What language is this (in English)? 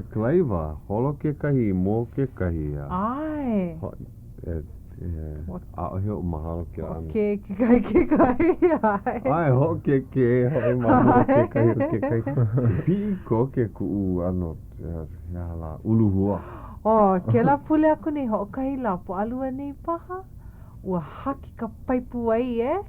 Hawaiian